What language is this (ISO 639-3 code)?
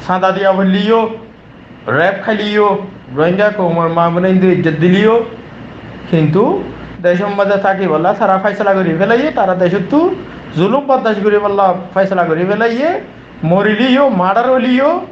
rhg